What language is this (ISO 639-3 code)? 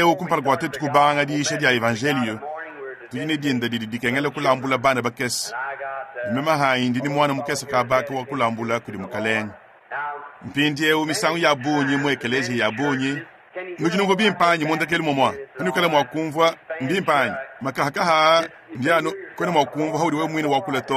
lua